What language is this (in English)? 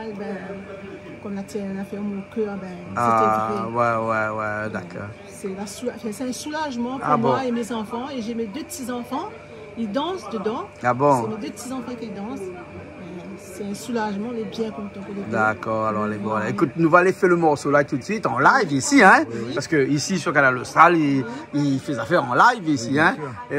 Réunion Creole French